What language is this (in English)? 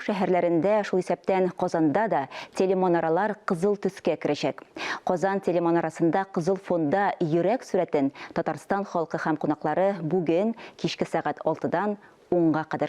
Tatar